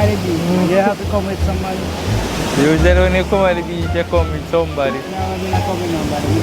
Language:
Jamaican Creole English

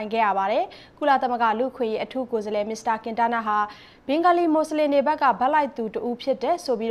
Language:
Burmese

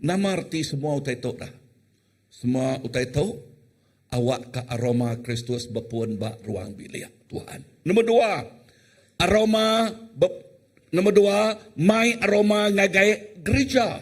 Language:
Iban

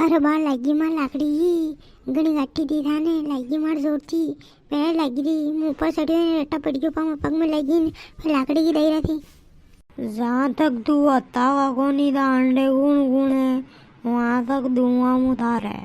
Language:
Rajasthani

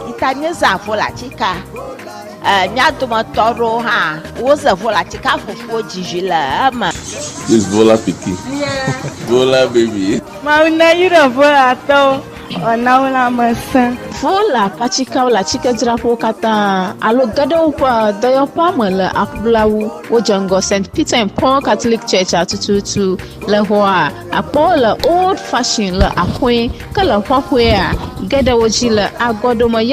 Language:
Ewe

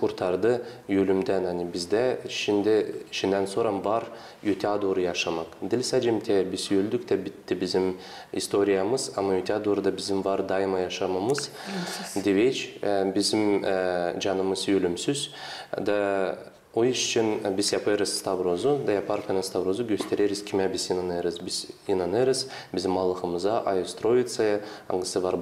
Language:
Gagauz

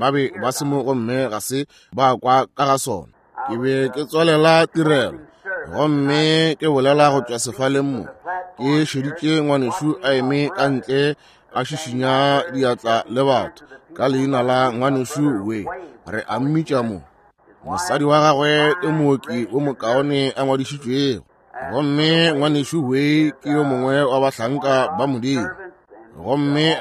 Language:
Northern Sotho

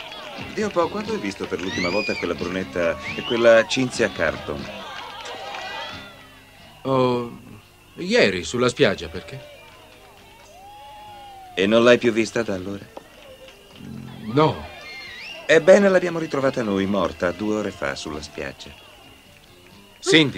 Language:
Italian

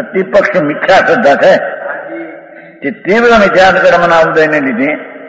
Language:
Gujarati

